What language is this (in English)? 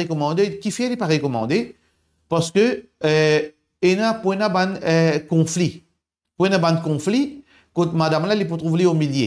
Morisyen